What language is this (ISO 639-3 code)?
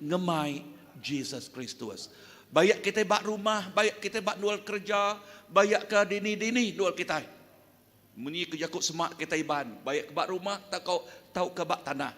iba